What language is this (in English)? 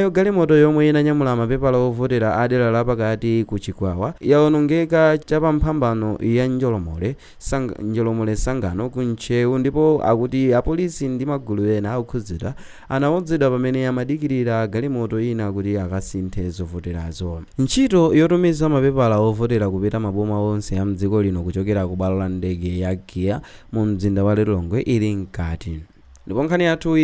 Nyanja